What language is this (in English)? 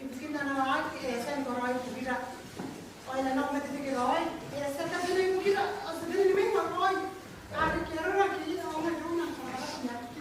Gilbertese